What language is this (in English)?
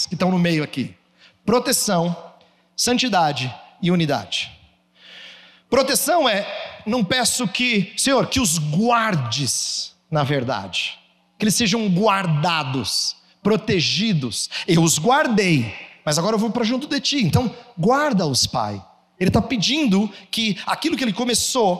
Portuguese